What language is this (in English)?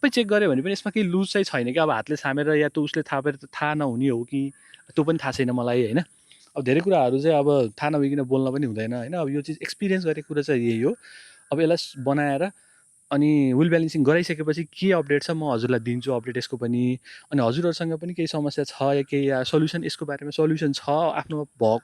Nepali